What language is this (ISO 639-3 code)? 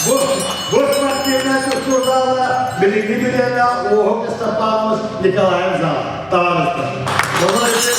sah